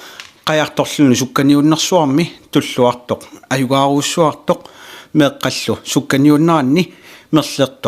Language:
Kalaallisut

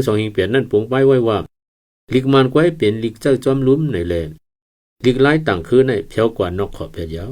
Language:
Shan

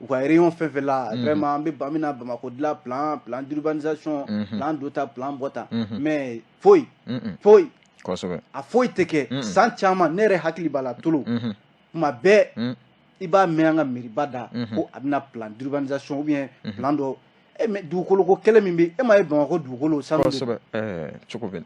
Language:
Bambara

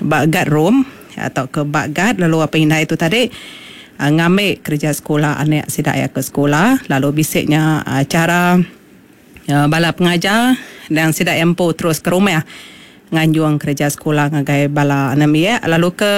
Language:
Iban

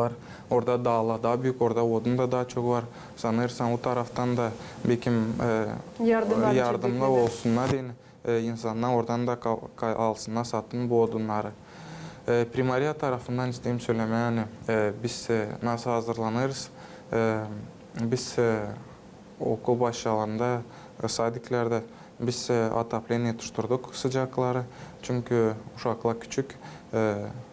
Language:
Gagauz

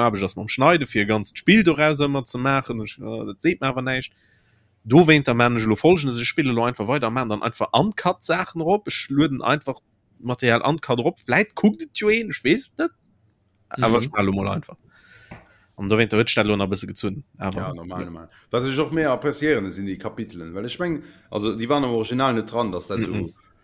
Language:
Luxembourgish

